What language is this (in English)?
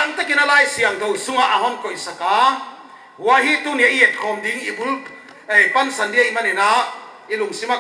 Paite Chin